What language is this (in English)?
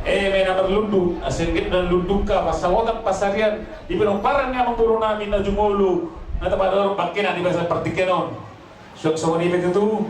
Batak Toba